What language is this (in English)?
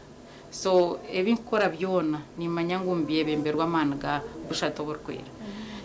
Nyankole